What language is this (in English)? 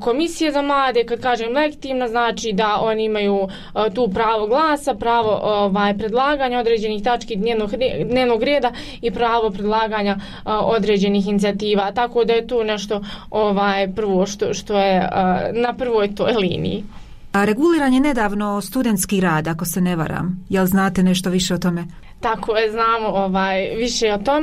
Bosnian